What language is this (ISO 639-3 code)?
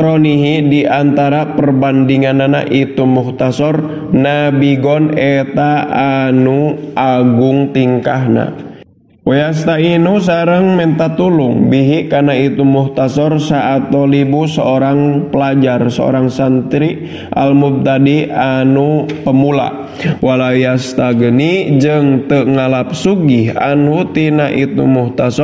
sun